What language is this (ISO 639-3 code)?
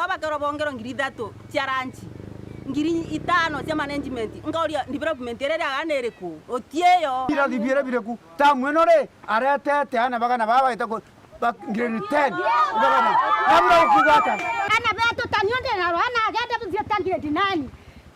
mer